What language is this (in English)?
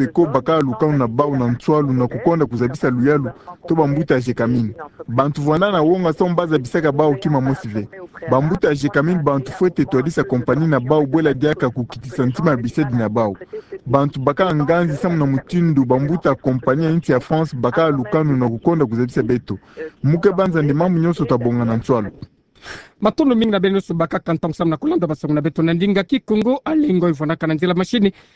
Kituba (Democratic Republic of Congo)